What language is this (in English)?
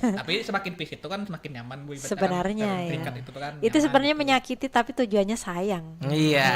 Banjar